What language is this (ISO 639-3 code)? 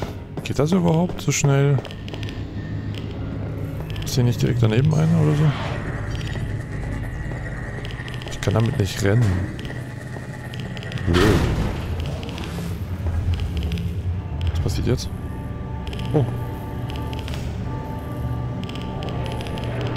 deu